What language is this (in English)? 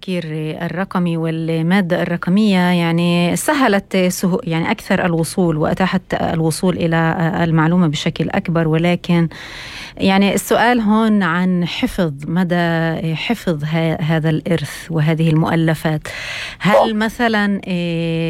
North Levantine Arabic